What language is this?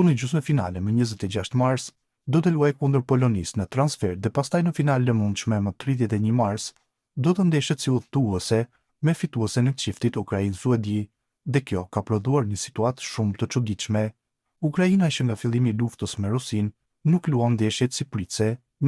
Albanian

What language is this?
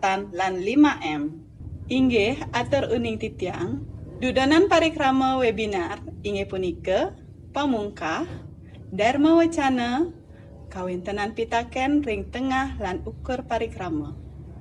Balinese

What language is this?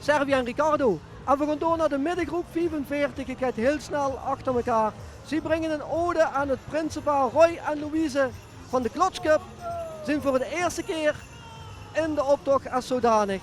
Limburgish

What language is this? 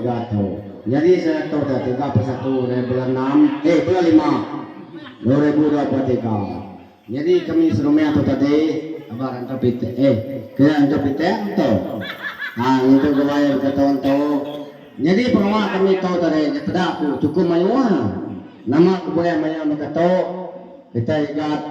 Iban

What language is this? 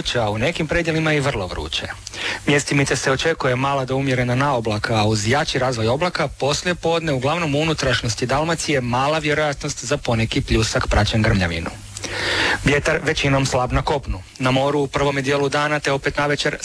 Croatian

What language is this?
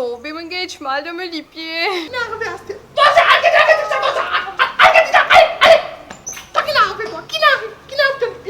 Morisyen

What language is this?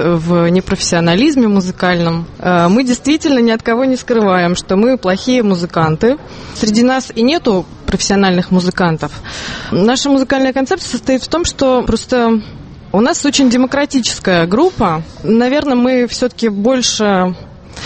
Russian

